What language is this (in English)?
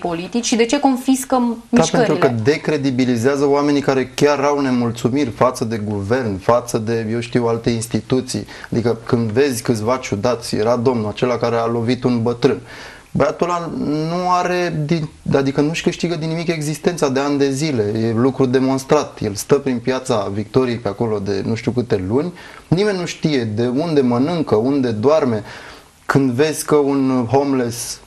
Romanian